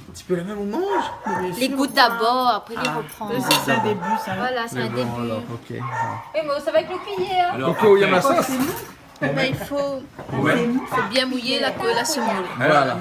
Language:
Réunion Creole French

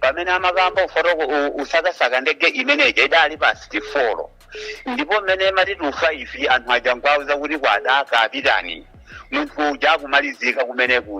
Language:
Nyanja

